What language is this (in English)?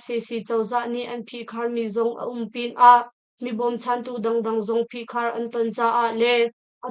Hakha Chin